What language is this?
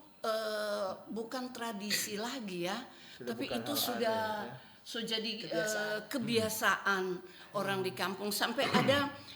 Manado Malay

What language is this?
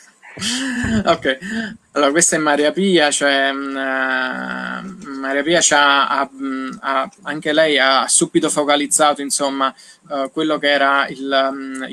Italian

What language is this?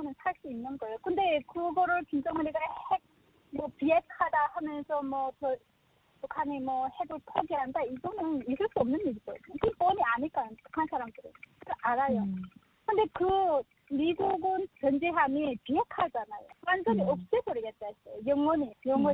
Korean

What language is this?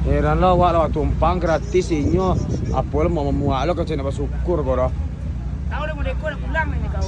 Minangkabau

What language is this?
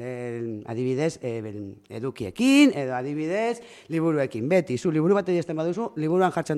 Basque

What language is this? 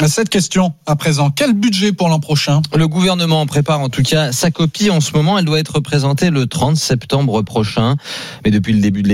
French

